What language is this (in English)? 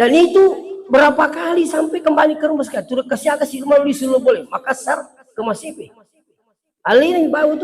Buginese